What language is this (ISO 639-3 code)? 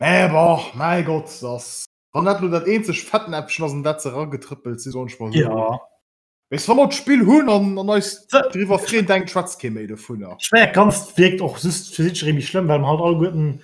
ltz